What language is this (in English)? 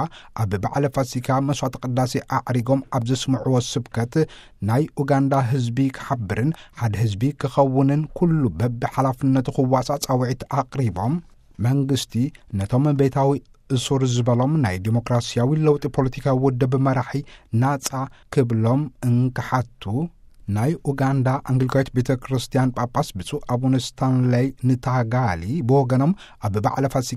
Tigrinya